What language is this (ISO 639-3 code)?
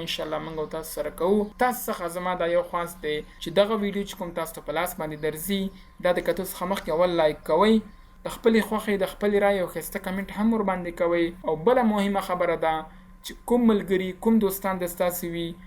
pus